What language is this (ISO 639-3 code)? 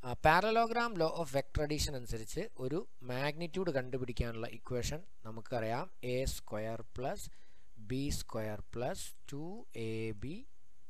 mal